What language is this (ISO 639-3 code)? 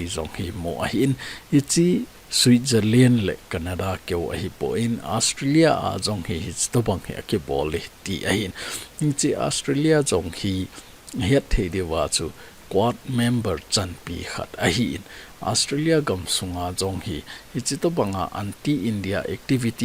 tcz